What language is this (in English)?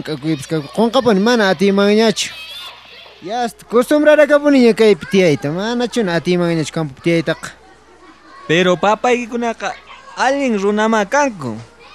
South Bolivian Quechua